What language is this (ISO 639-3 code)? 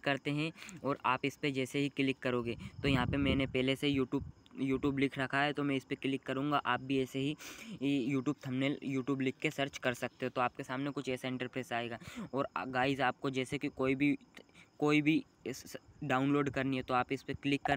hin